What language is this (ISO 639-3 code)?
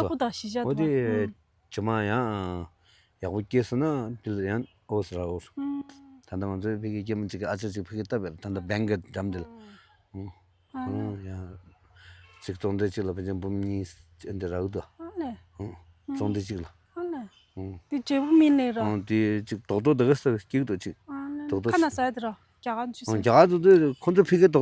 bod